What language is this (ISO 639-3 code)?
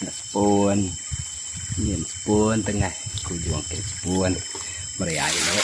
iba